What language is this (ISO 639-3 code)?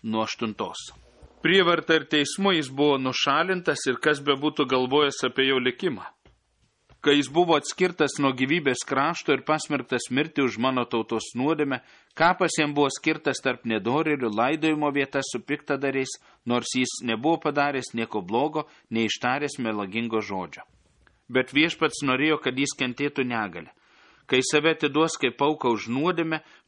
lit